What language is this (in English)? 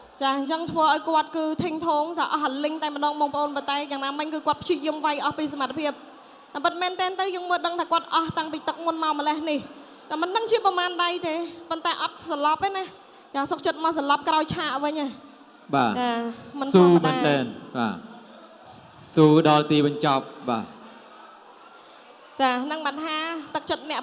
Khmer